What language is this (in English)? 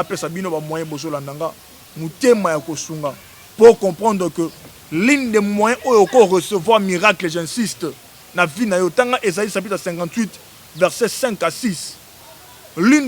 Lingala